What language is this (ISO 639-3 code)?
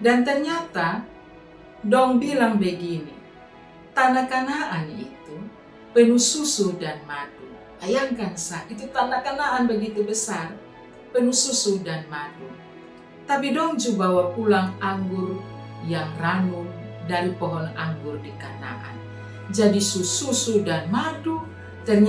mkn